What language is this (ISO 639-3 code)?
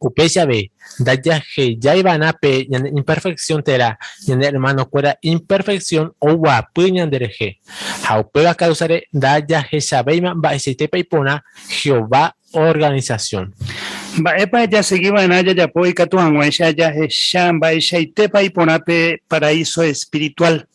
grn